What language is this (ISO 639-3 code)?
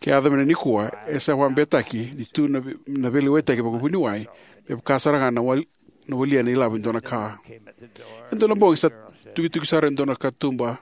fij